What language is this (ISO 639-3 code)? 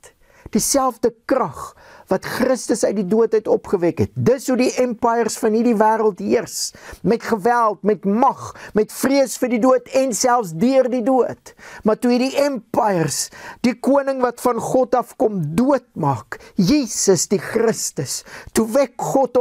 afr